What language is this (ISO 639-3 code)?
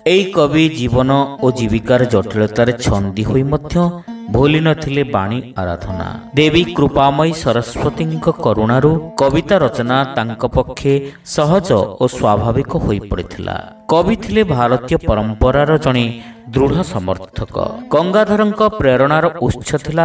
ori